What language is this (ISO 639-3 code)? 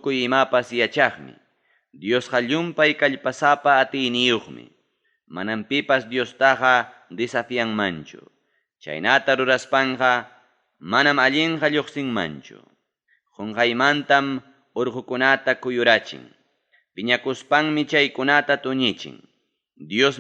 quy